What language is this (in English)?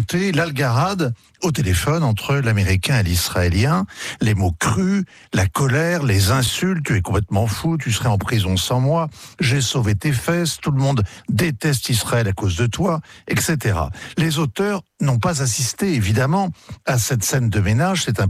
French